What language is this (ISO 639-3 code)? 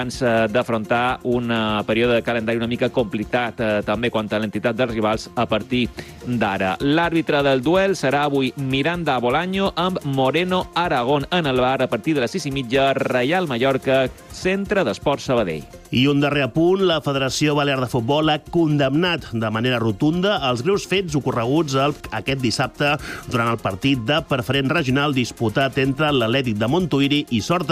cat